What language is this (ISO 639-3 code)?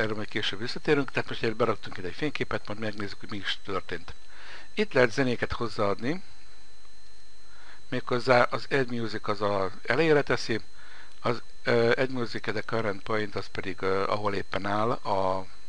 hun